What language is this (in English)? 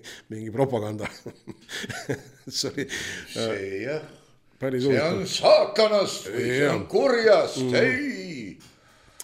Estonian